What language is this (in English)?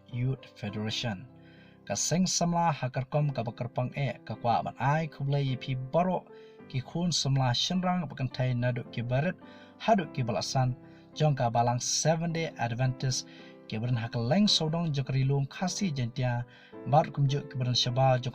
Khasi